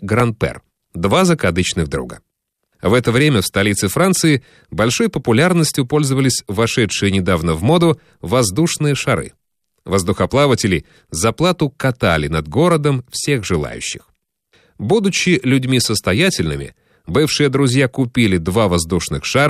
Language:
Russian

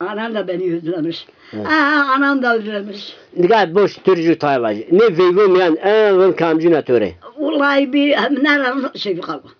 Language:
Zaza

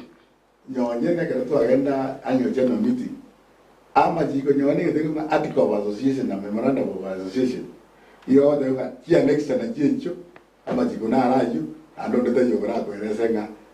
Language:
Gusii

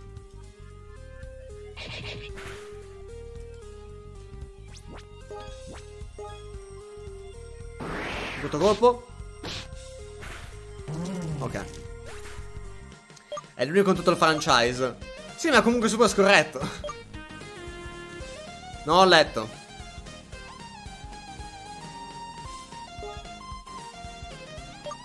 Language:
Italian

